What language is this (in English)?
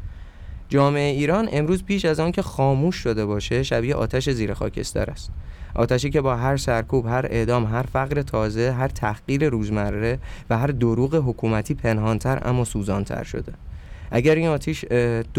Persian